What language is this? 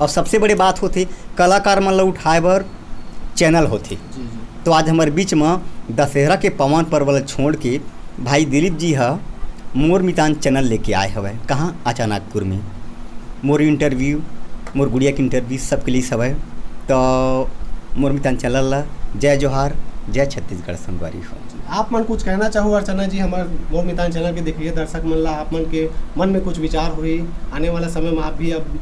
Chhattisgarhi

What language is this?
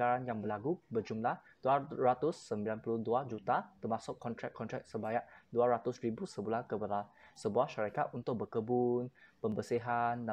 Malay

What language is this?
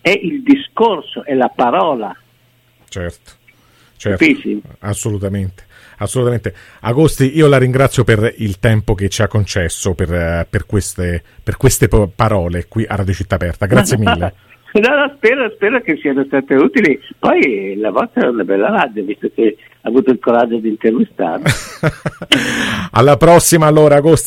Italian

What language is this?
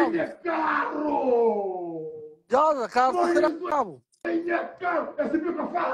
Kabuverdianu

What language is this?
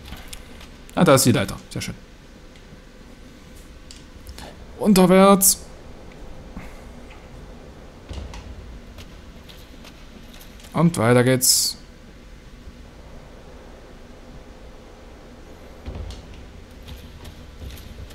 German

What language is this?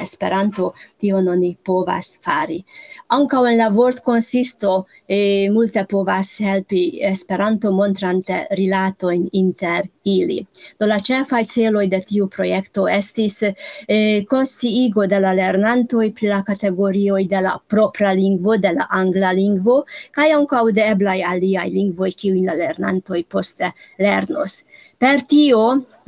Esperanto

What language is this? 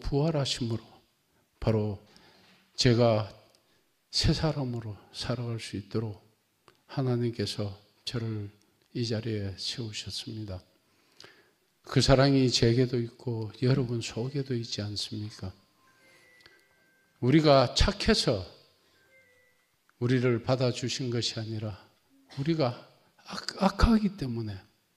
Korean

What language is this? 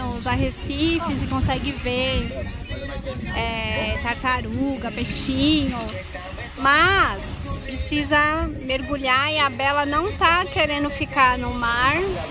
Portuguese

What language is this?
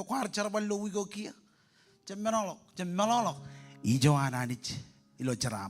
Marshallese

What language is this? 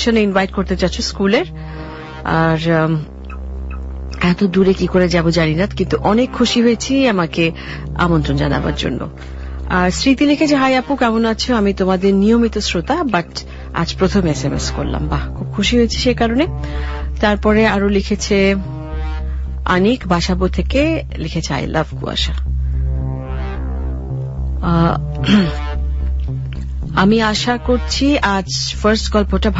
Bangla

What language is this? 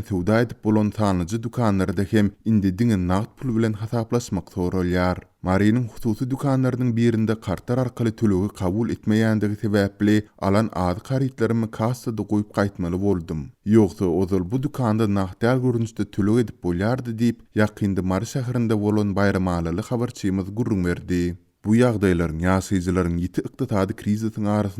Turkmen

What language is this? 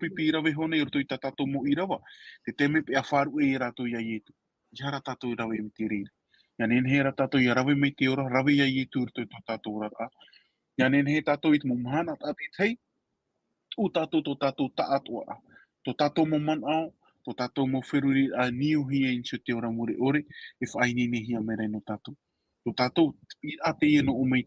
Tahitian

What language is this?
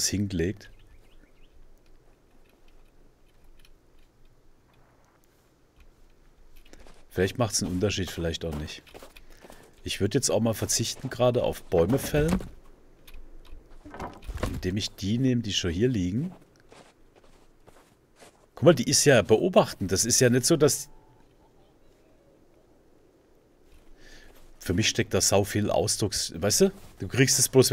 German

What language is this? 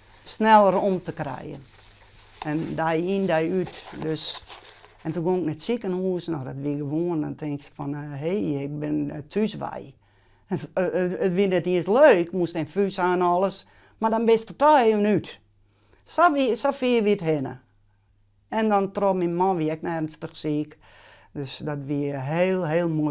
Western Frisian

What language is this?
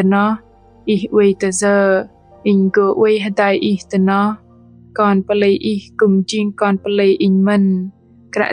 Bahnar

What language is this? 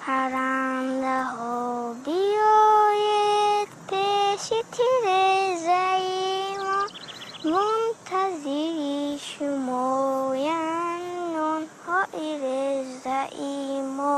Tajik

